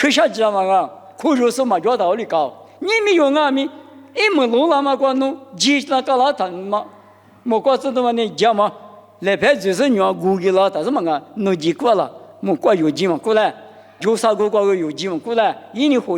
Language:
Lisu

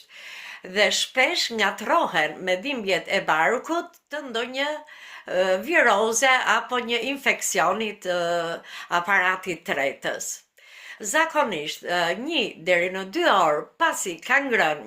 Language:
Albanian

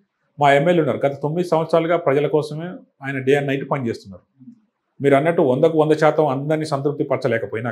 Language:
Telugu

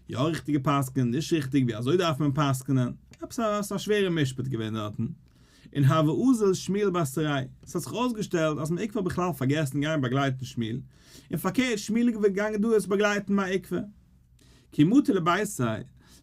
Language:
Yiddish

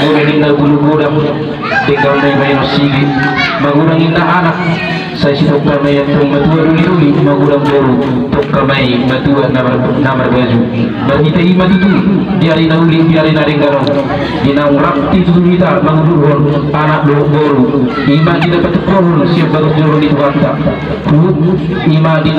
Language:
Batak Toba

